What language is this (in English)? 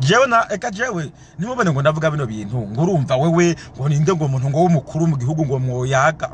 Rundi